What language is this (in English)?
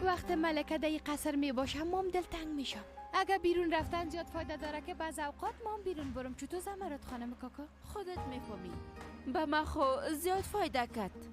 Persian